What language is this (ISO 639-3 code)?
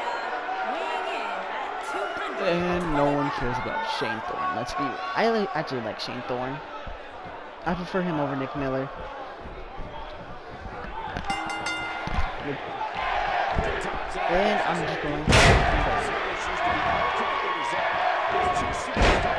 eng